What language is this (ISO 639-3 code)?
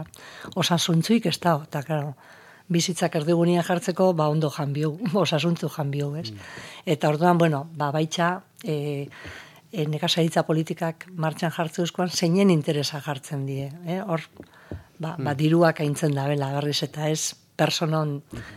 eus